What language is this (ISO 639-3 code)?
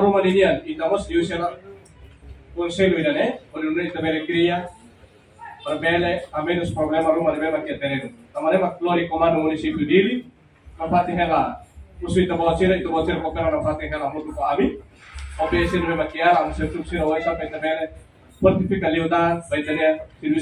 tet